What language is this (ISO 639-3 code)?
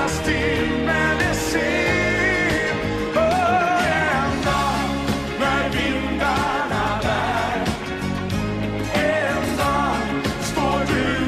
swe